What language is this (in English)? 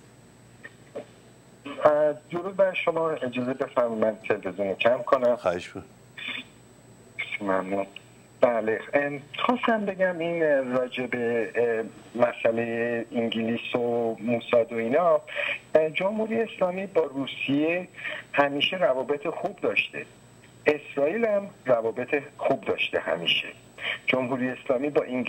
Persian